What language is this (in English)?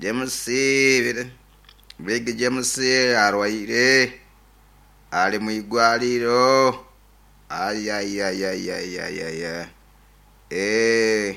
Nyoro